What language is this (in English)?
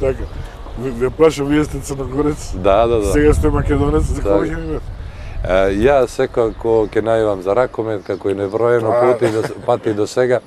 Macedonian